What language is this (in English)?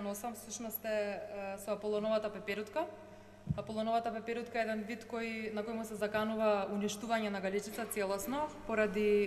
Macedonian